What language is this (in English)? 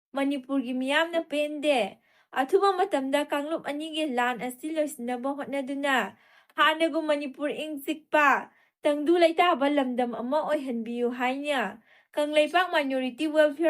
Manipuri